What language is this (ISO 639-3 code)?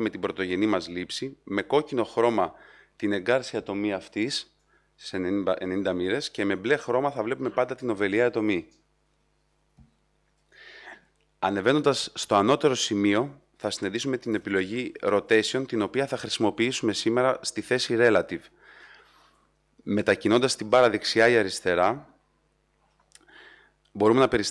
ell